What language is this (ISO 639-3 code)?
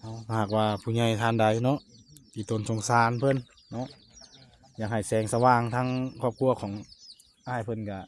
tts